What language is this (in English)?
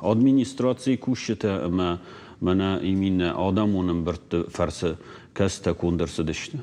Ossetic